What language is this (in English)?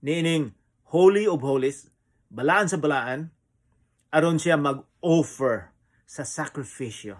Cebuano